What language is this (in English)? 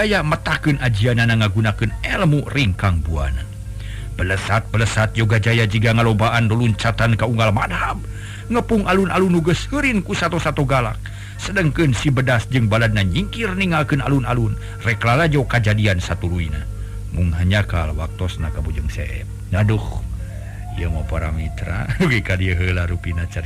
Sundanese